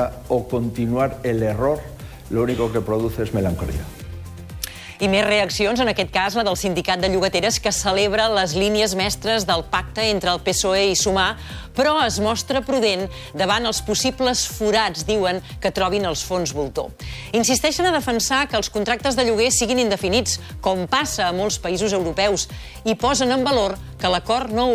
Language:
Catalan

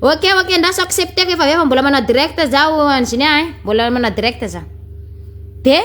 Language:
Malagasy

